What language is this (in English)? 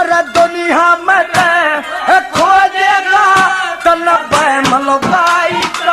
Haryanvi